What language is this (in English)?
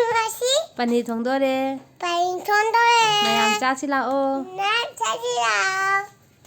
Manipuri